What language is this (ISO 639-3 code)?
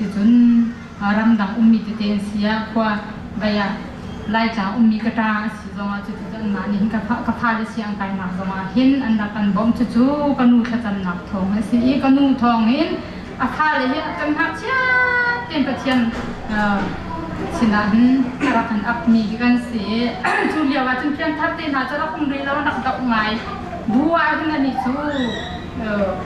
cnh